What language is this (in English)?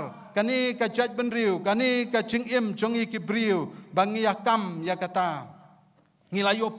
Khasi